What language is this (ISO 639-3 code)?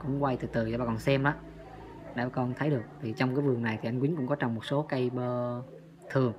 vie